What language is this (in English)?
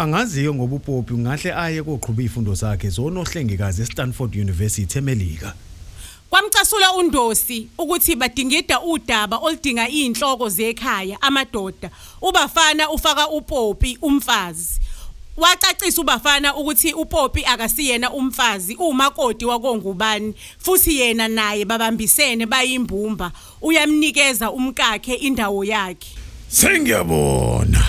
Zulu